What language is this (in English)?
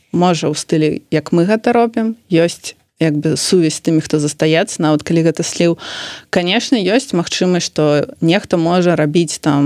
Belarusian